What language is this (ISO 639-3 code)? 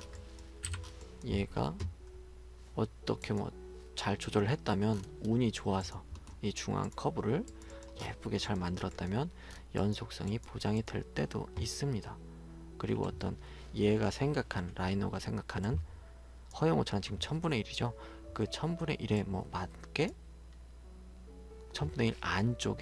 kor